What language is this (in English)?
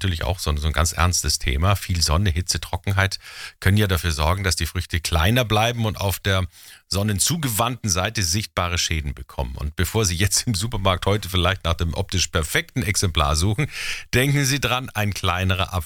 German